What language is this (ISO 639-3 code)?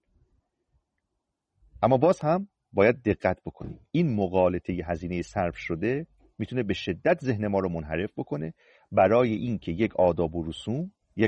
fas